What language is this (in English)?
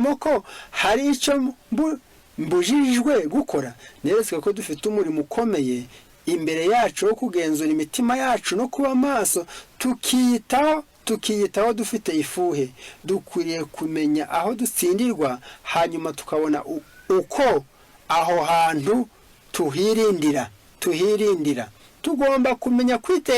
Kinyarwanda